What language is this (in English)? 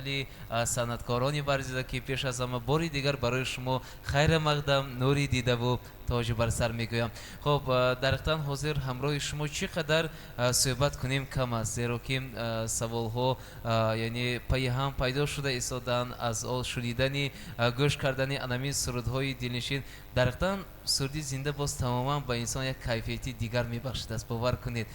Tajik